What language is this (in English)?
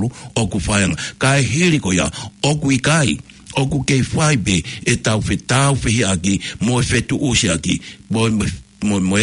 Tongan